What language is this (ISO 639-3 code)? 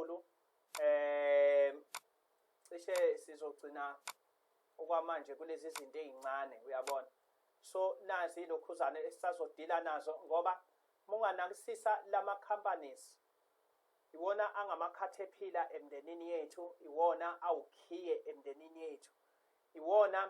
zul